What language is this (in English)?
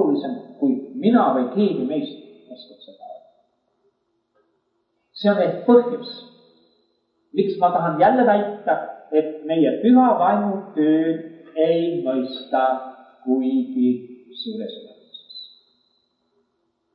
Estonian